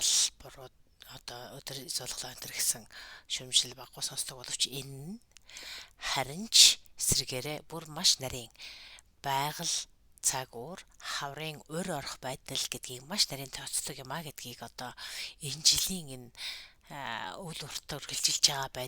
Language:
Mongolian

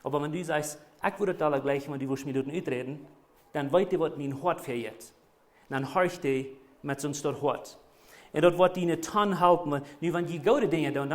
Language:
Plautdietsch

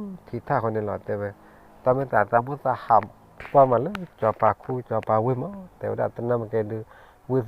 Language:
S'gaw Karen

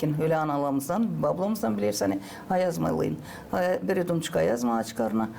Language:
Gagauz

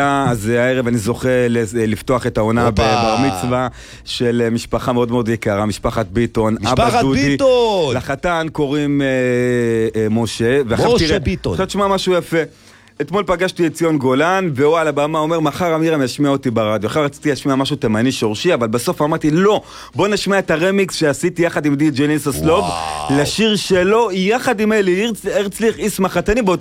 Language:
Hebrew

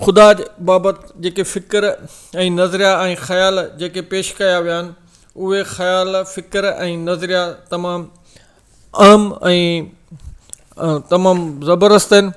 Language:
Sindhi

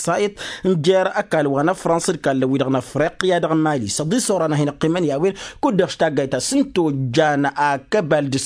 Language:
Tamasheq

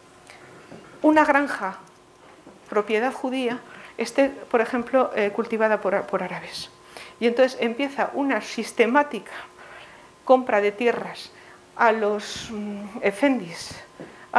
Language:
Spanish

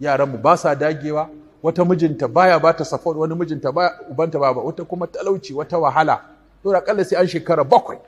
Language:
Hausa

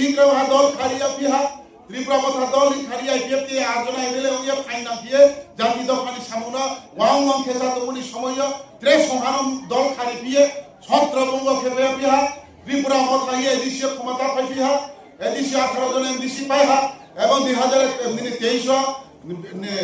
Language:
Riang (India)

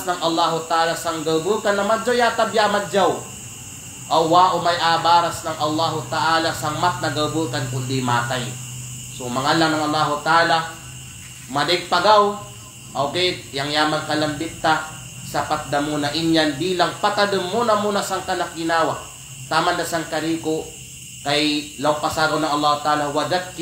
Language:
Kalagan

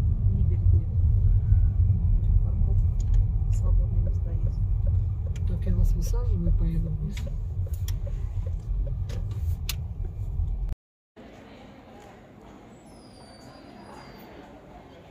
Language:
Russian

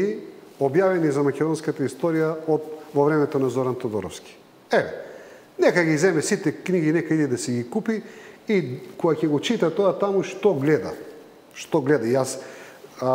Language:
Macedonian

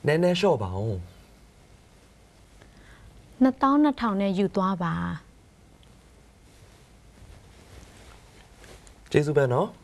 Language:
Burmese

